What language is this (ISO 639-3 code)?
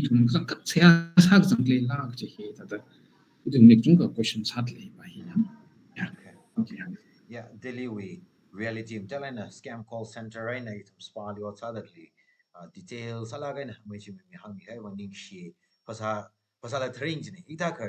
nmf